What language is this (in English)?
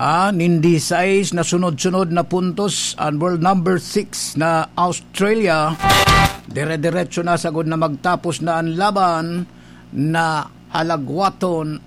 Bikol